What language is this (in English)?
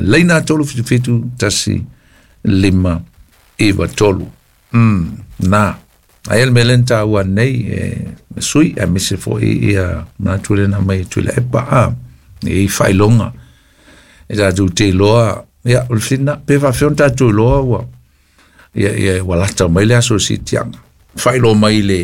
Samoan